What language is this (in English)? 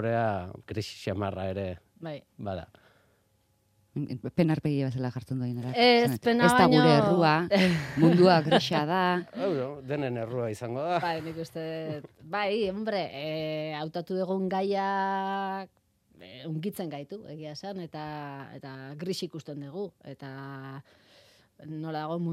Basque